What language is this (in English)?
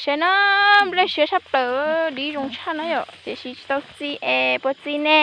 Hmong